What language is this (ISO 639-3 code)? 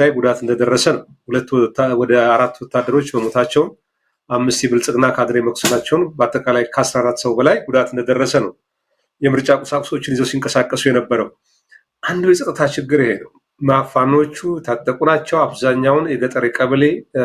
amh